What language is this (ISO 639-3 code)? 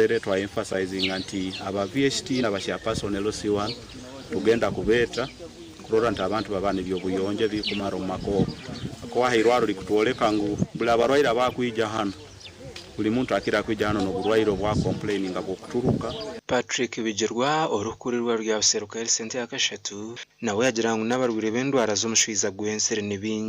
nyn